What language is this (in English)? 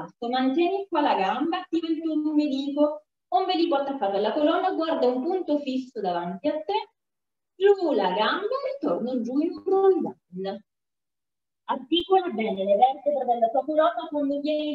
Italian